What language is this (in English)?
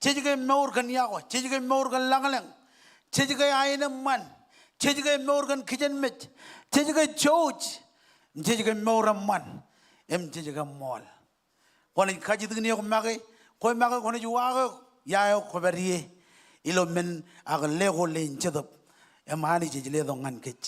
Marshallese